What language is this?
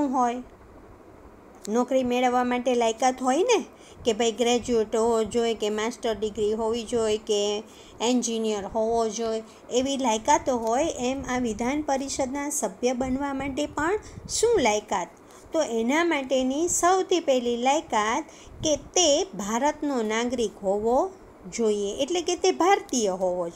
Gujarati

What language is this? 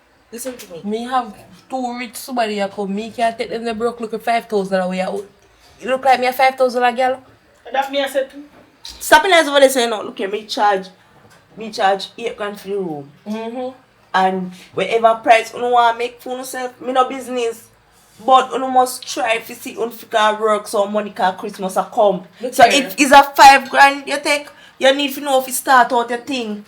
Jamaican Creole English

